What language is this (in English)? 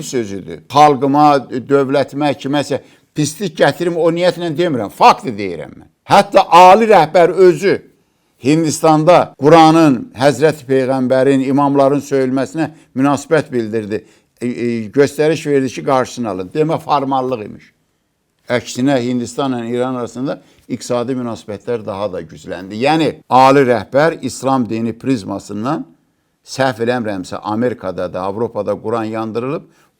Azerbaijani